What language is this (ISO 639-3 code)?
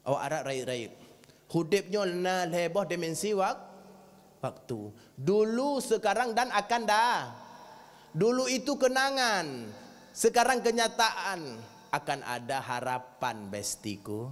ace